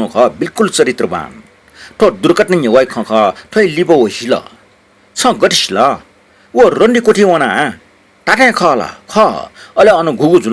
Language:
Newari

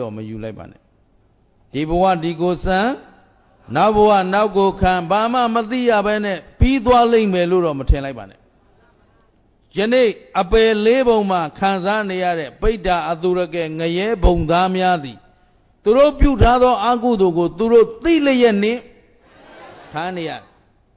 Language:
Burmese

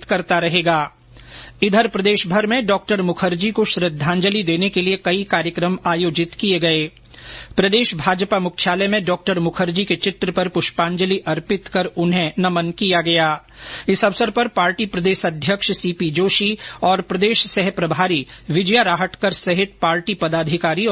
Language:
Hindi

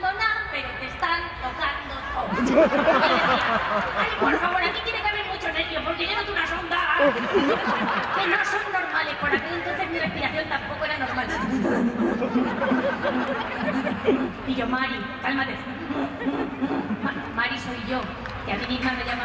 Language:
Spanish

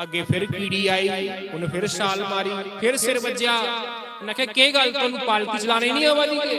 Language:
Dogri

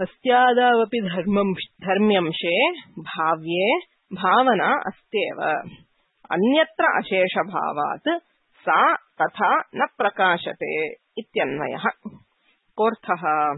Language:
Sanskrit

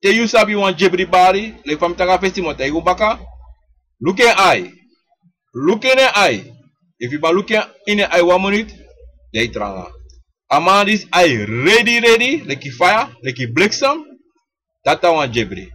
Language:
Sranan Tongo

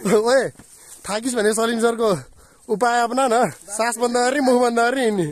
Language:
Nepali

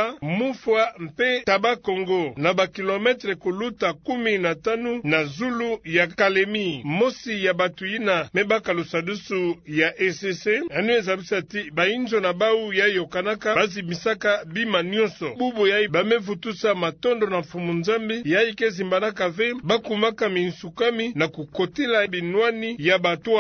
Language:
Kituba (Democratic Republic of Congo)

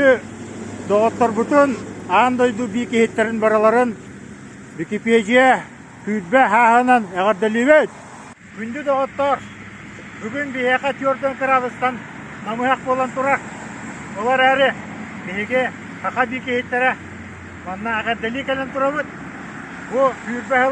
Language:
Yakut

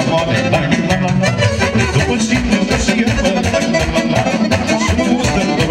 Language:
Romanian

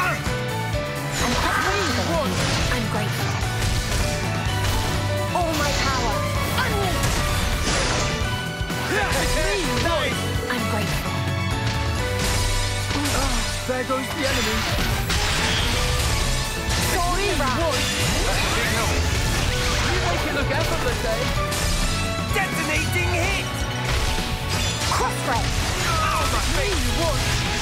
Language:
English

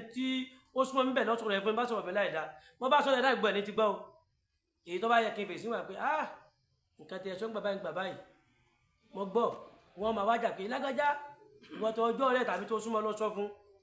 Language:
Yoruba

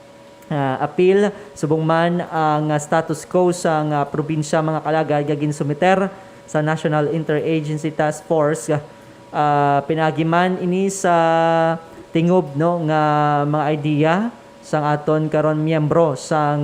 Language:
Hiligaynon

